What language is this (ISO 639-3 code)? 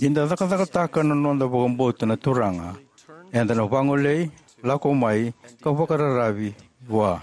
fij